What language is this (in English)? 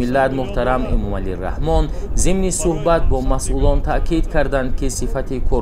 Tajik